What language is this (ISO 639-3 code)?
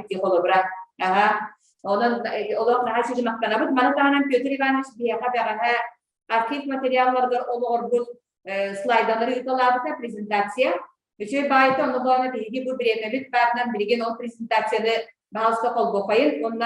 sah